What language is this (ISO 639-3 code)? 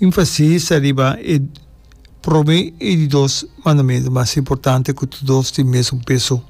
pap